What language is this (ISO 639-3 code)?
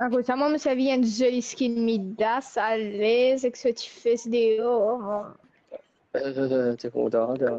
mfe